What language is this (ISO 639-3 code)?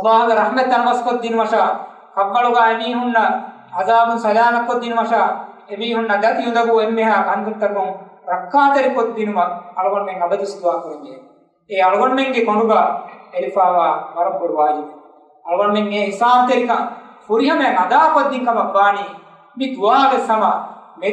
div